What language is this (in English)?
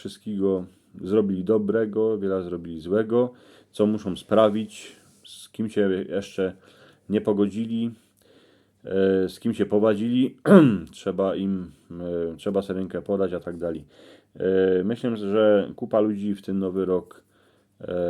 Silesian